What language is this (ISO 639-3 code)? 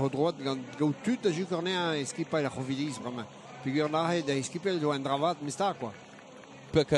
bre